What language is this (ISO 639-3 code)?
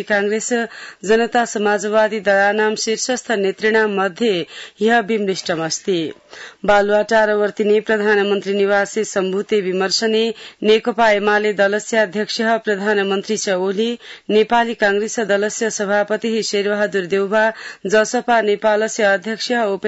san